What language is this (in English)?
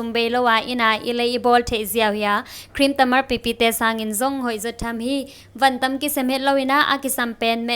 Tedim Chin